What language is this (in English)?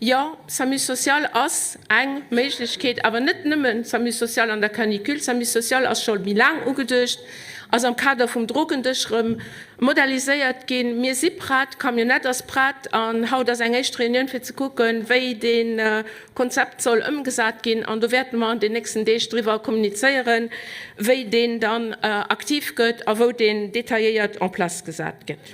Luxembourgish